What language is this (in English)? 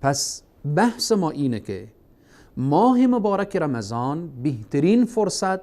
Persian